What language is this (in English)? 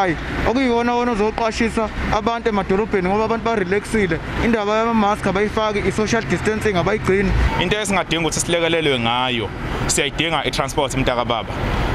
Zulu